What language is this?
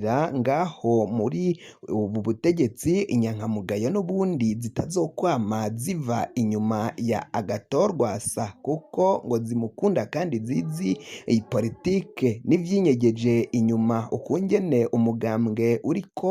Rundi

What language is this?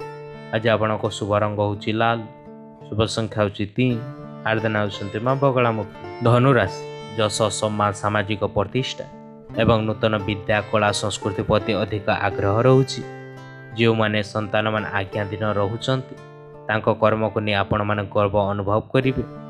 Odia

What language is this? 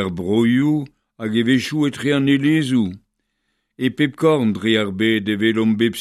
Breton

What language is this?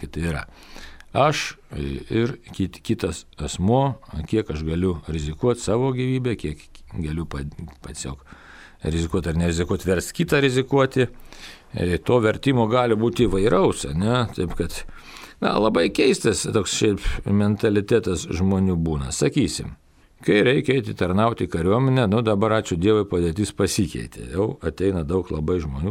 Lithuanian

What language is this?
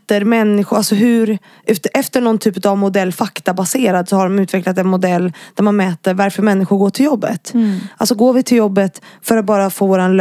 Swedish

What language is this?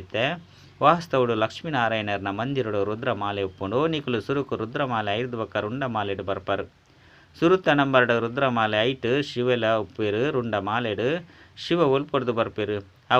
Tulu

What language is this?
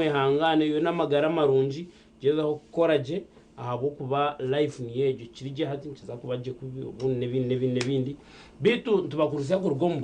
Nyankole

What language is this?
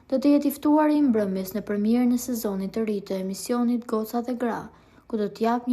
Albanian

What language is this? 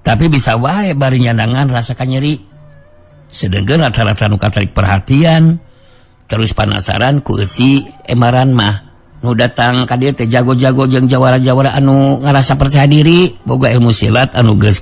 Sundanese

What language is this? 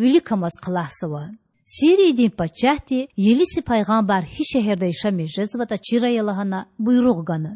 Lezghian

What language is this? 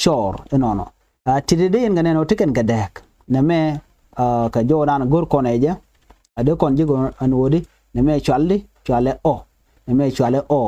Nuer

